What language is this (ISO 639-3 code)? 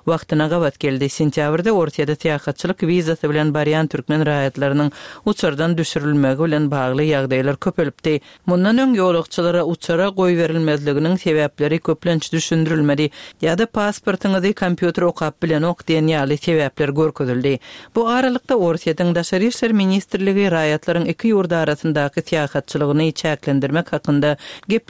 tuk